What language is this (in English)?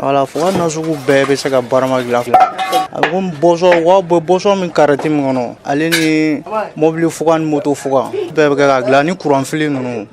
Bambara